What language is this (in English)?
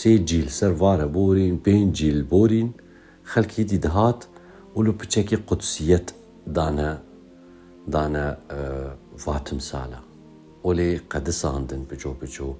Kurdish